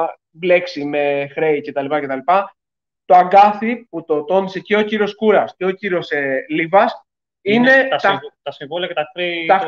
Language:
Greek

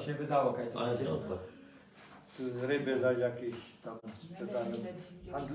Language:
Silesian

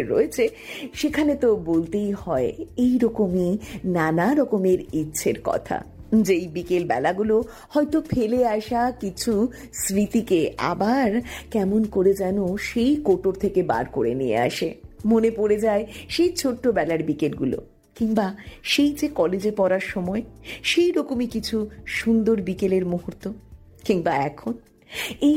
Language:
Bangla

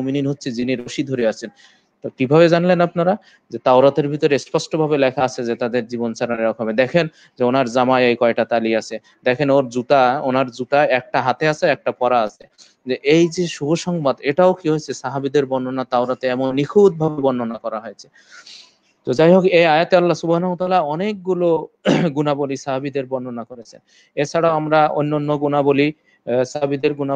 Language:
Bangla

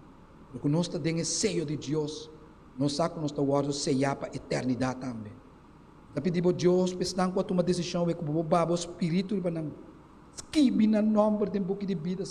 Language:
Papiamento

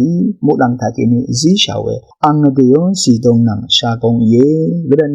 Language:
Rawang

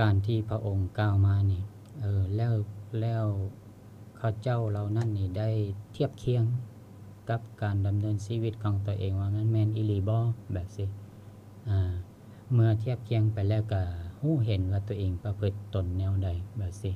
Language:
Lao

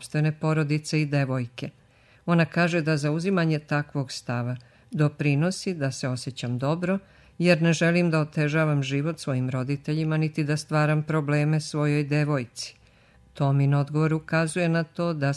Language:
Serbian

